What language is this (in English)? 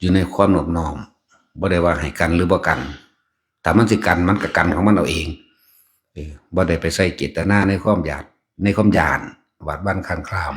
Northeastern Thai